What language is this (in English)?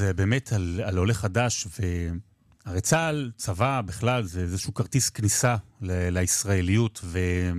Hebrew